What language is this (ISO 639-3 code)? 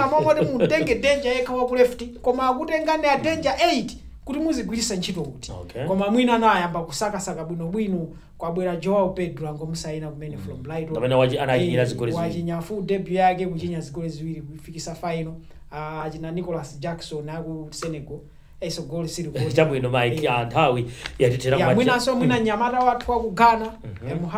nya